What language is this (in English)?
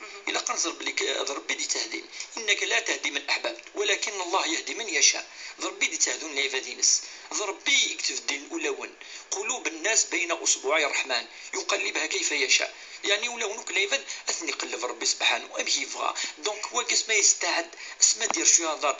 Kabyle